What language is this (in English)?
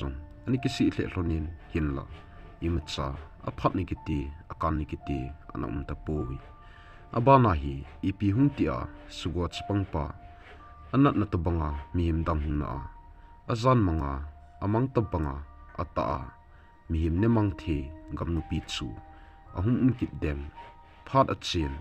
Thado Chin